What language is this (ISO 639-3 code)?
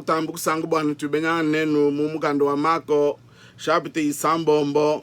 lua